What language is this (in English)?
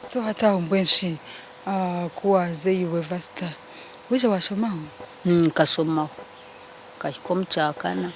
Nyankole